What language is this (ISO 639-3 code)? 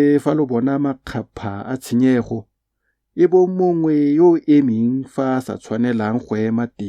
tsn